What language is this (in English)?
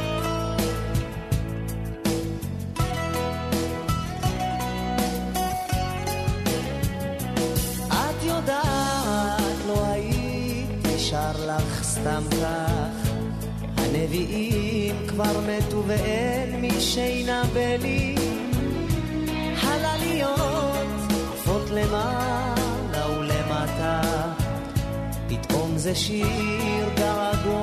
Hebrew